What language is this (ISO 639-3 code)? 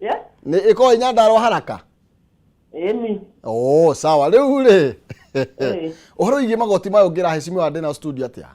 kik